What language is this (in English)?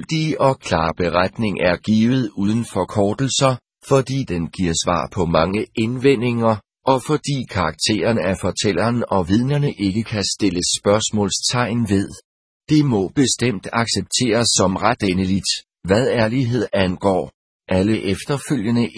Danish